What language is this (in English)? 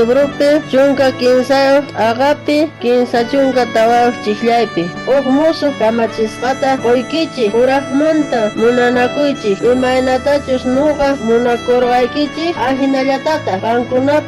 South Bolivian Quechua